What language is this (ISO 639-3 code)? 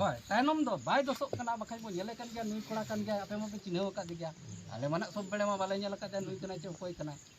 sat